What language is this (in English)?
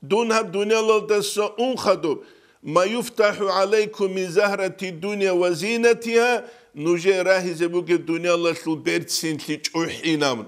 Avaric